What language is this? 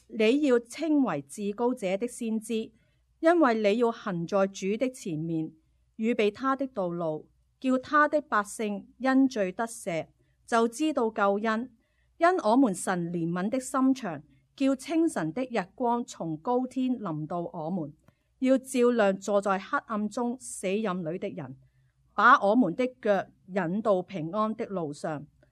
Cantonese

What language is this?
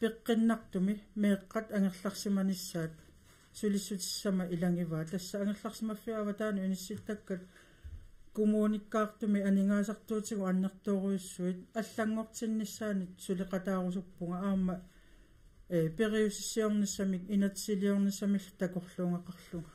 Kalaallisut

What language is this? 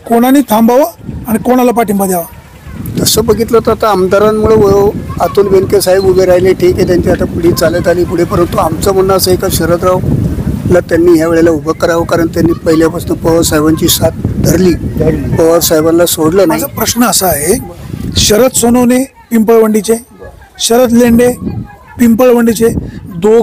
Marathi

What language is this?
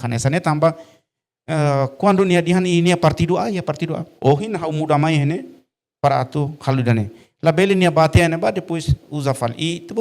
Tetum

